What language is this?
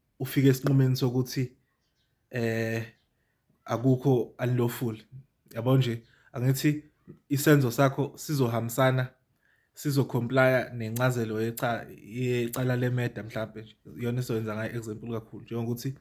Zulu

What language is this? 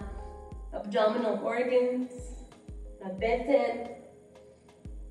Hebrew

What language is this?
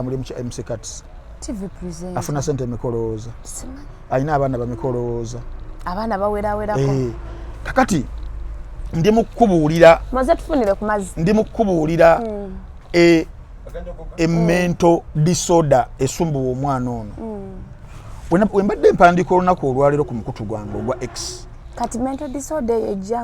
Ganda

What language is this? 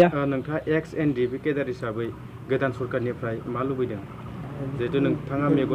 Bodo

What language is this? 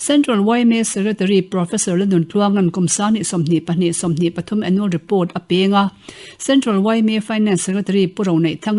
Mizo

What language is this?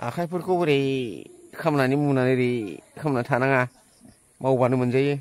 Bodo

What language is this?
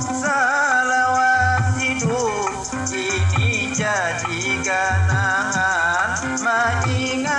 Banjar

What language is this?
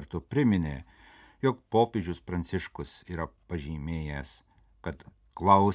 Lithuanian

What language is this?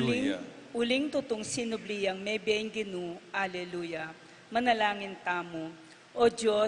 Pampanga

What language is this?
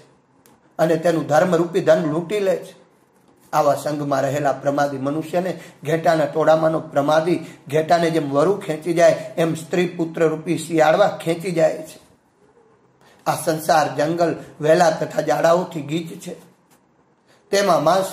Gujarati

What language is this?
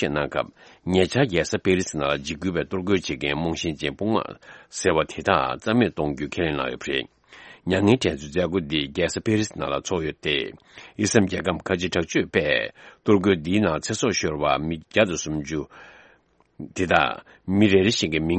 Tibetan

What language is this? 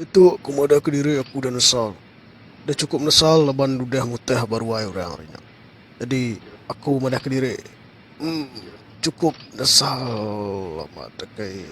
Iban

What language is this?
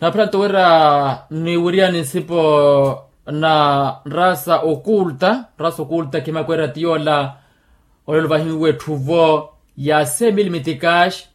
Makhuwa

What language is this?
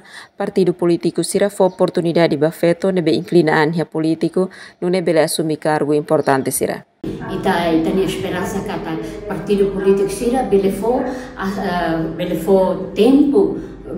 Tetum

